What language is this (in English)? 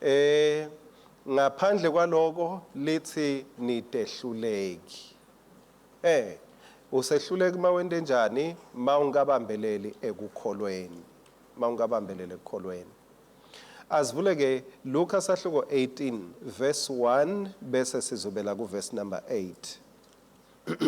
Swati